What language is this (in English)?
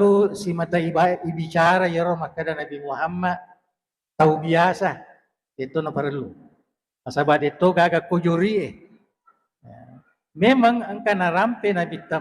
Buginese